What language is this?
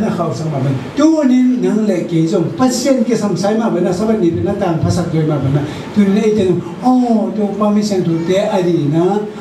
Tedim Chin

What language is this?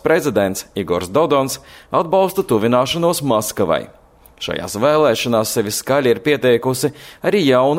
Latvian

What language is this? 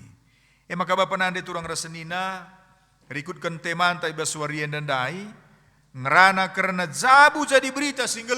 Batak Karo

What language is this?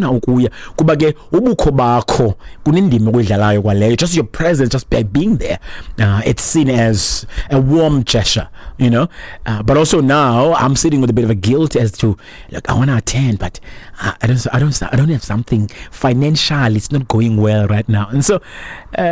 Xhosa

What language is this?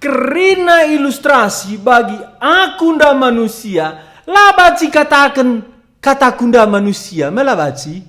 Batak Karo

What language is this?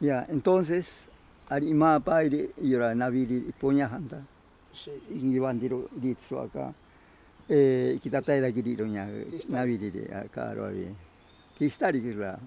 Ashéninka Perené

